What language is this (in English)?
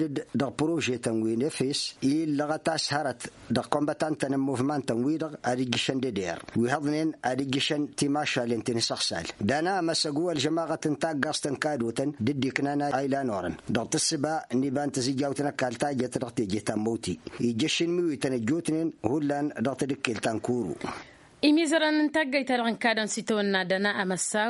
Tamasheq